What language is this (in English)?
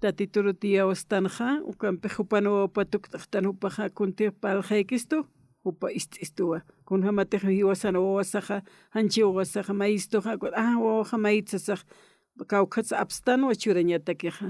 Aymara